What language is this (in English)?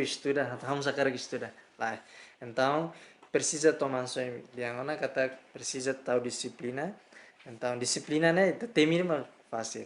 Tetum